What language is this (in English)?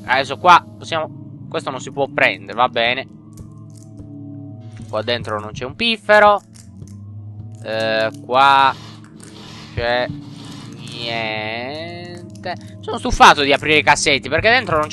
Italian